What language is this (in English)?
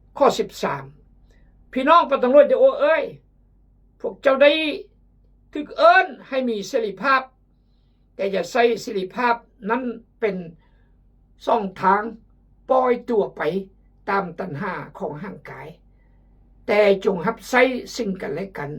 Khmu